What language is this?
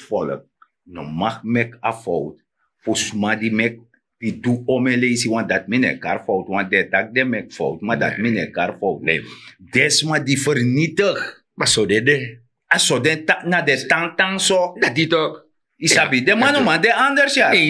Sranan Tongo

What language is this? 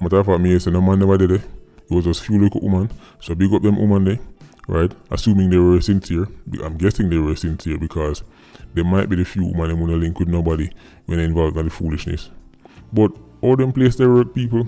Jamaican Creole English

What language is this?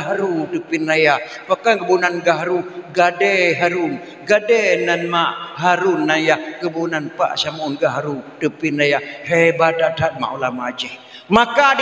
Achinese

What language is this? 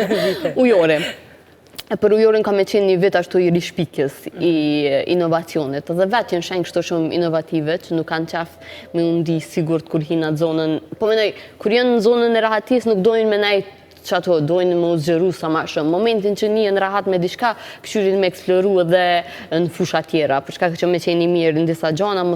Albanian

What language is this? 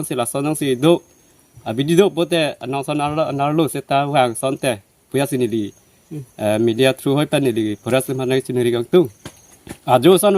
Karbi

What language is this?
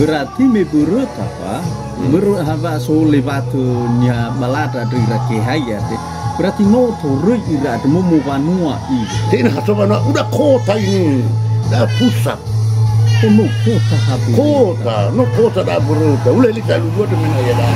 Nias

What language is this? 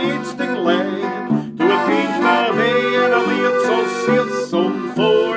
Bavarian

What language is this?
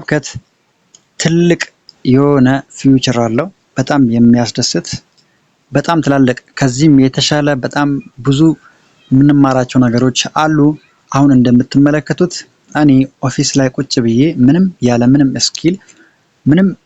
Amharic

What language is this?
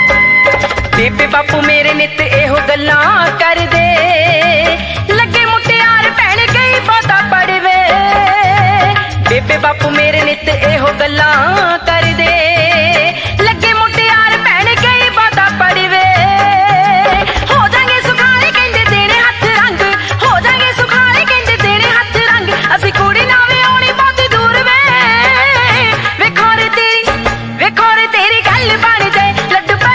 Punjabi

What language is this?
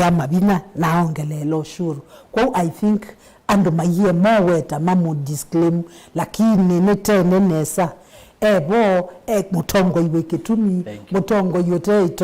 Kamba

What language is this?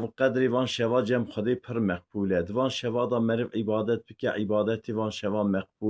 Kurdish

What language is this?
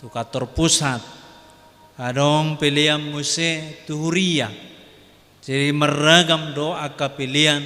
Batak Toba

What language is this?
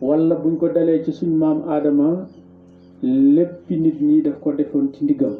Wolof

